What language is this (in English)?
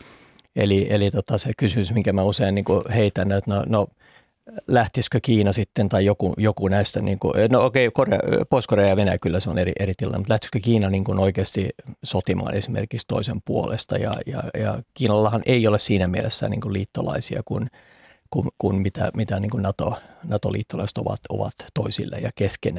Finnish